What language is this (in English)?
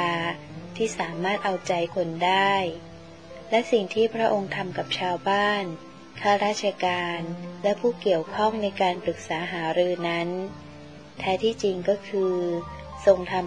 Thai